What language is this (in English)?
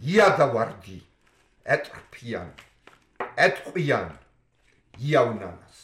Georgian